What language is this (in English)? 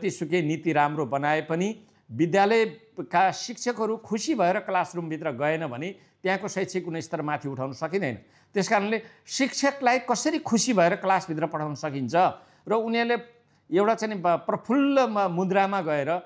Nepali